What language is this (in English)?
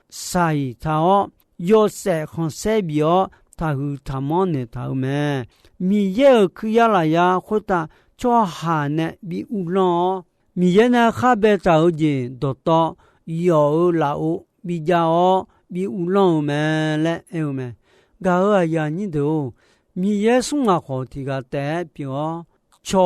Akha